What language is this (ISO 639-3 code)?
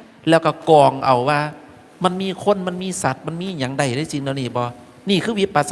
tts